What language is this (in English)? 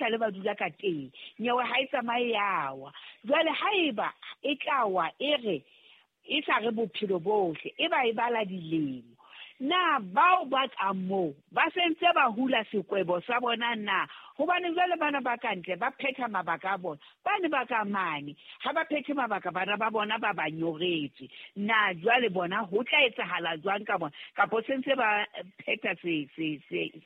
Southern Sotho